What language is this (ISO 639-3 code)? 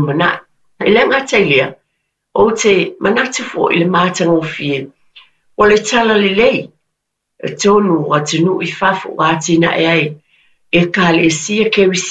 smo